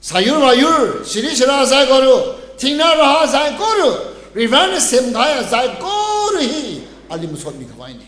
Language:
Tangkhul Naga (India)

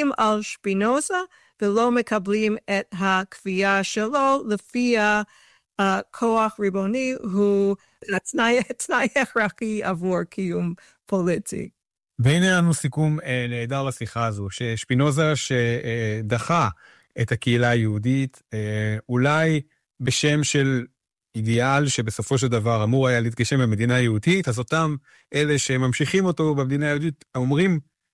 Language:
Hebrew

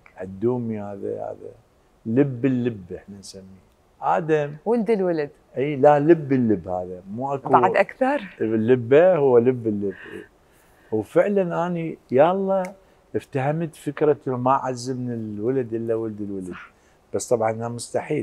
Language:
Mesopotamian Arabic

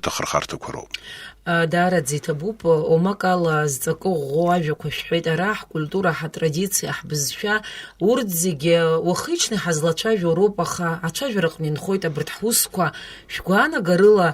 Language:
Abkhazian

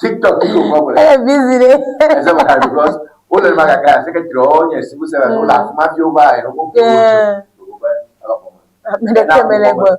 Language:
Ewe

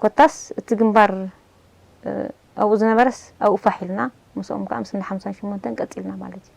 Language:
Tigrinya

